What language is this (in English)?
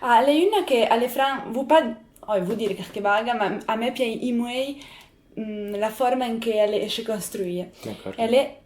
Occitan